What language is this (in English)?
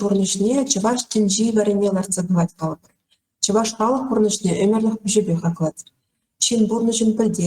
Chuvash